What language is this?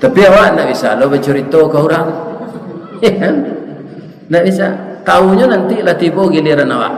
Minangkabau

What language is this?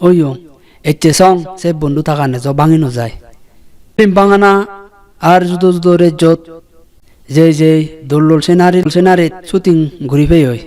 Chakma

